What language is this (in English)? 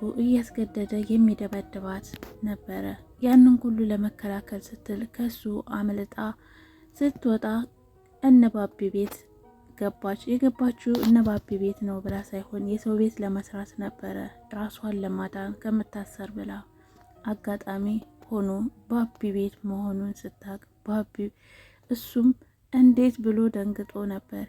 Amharic